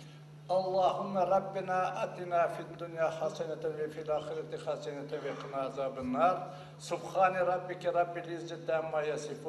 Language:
Crimean Tatar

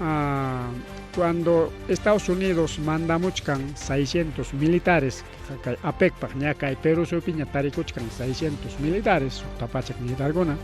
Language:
Ayacucho Quechua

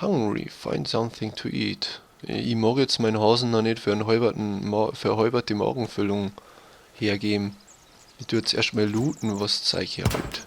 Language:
Bavarian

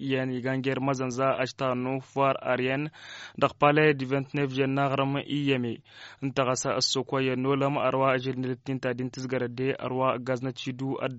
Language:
Tamasheq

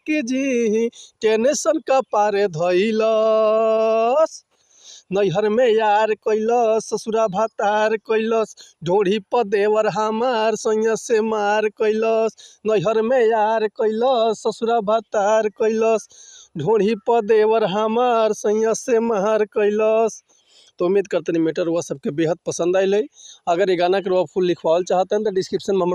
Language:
Bhojpuri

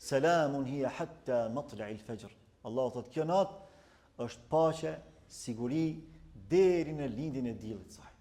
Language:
Albanian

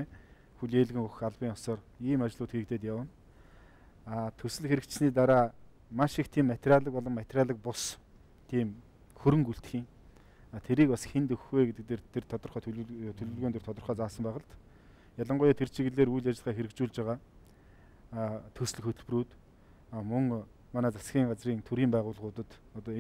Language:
Mongolian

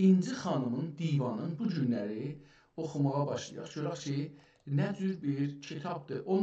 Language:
South Azerbaijani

